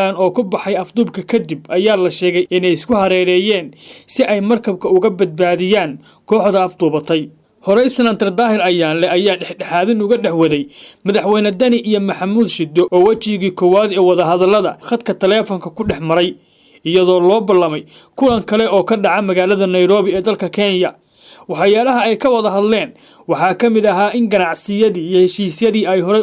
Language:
Somali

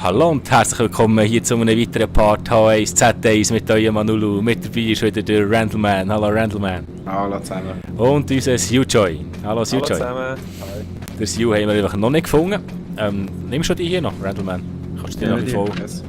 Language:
Swiss German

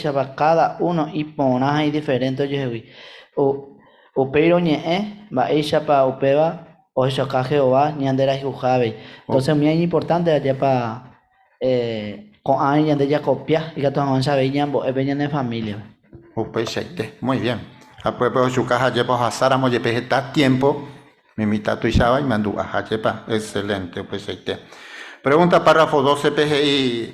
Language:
Guarani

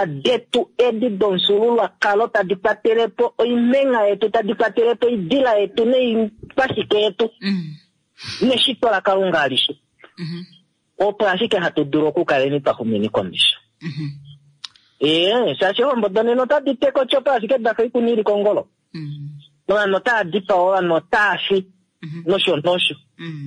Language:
Kuanyama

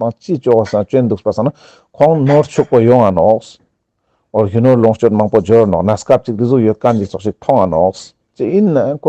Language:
Ladakhi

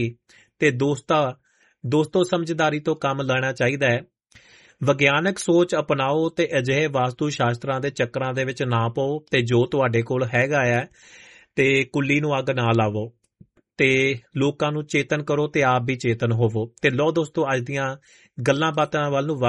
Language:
Punjabi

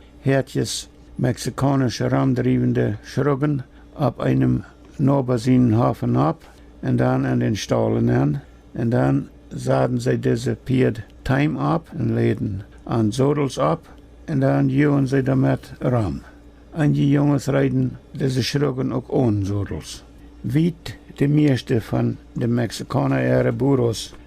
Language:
Plautdietsch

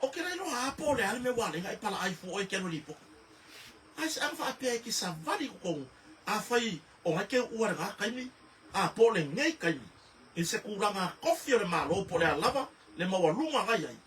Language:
Samoan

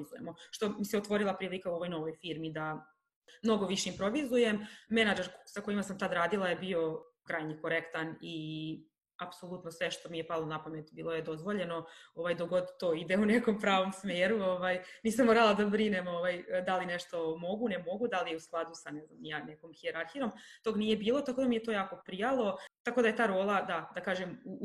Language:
Serbian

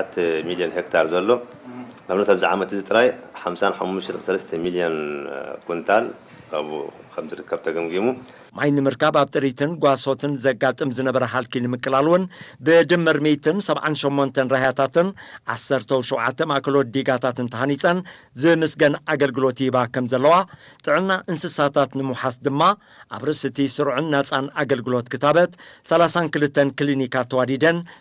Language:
Tigrinya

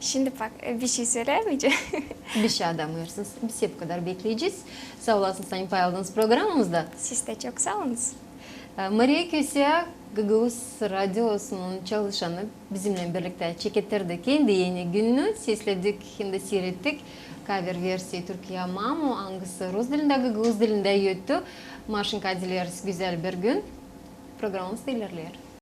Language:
Gagauz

